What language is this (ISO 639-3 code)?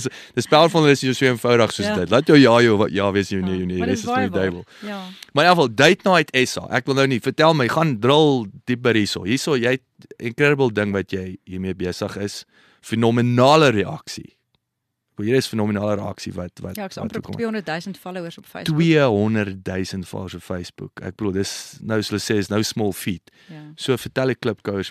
afr